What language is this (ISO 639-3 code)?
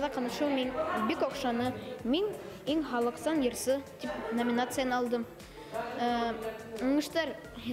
bak